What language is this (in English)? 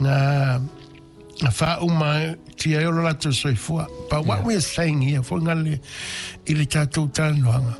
Samoan